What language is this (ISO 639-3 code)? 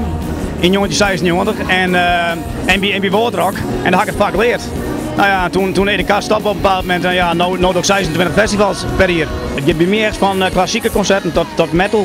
fry